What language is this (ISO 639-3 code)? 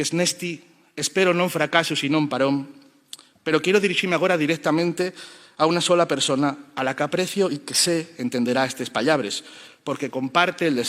ast